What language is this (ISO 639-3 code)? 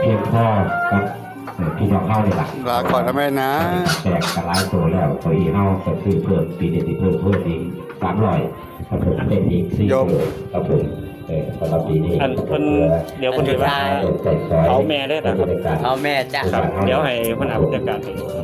tts